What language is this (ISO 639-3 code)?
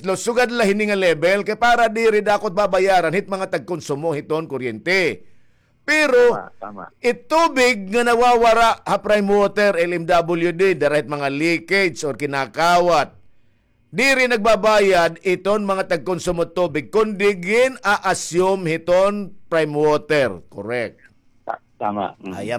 war